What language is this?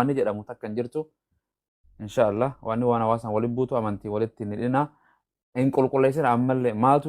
Oromo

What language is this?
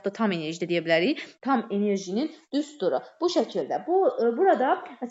Azerbaijani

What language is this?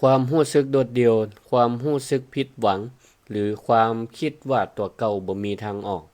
Northern Thai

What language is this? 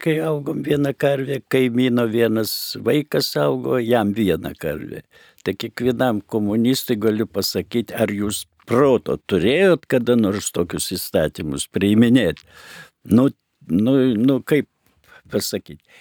Lithuanian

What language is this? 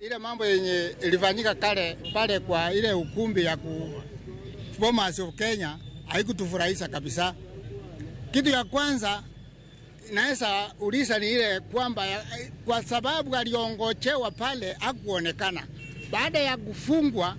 Luo (Kenya and Tanzania)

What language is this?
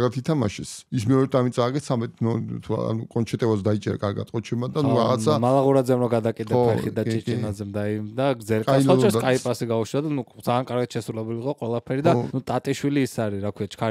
Georgian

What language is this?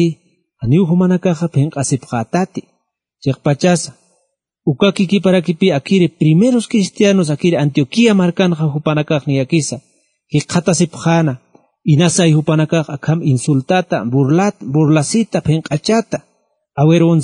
Aymara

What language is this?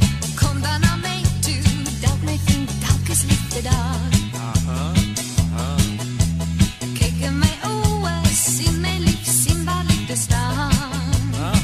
Afrikaans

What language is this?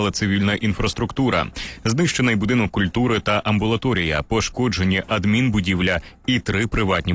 Ukrainian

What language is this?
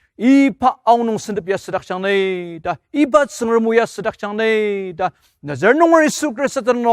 Ao Naga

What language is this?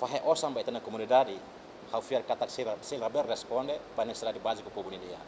Tetum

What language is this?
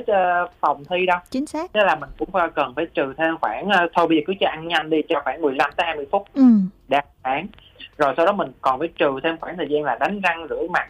Vietnamese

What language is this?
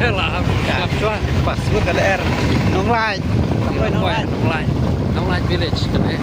Khasi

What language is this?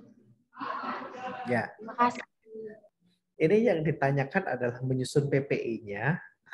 Indonesian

